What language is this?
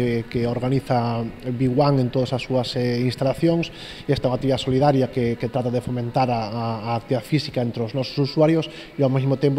Galician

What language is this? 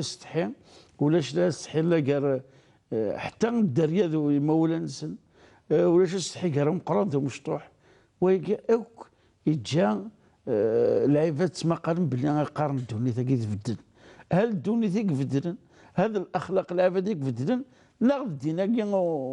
Kabyle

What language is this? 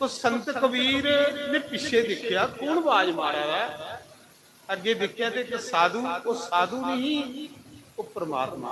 Dogri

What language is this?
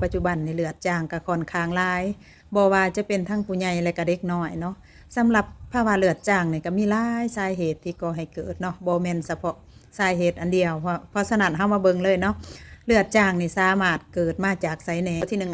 Lao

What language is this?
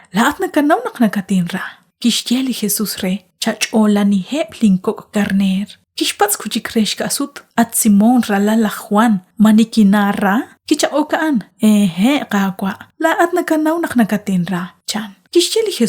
Kekchí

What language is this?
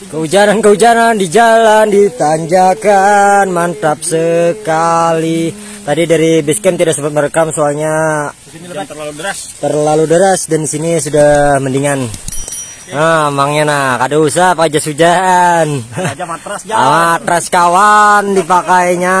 Banjar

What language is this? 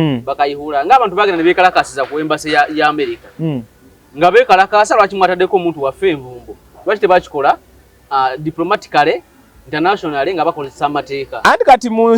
Ganda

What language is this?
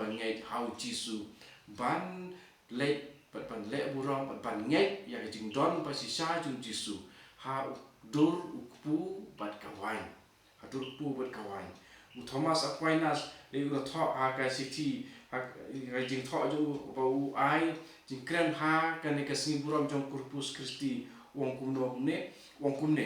Khasi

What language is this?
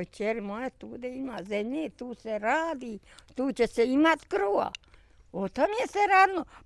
Bosnian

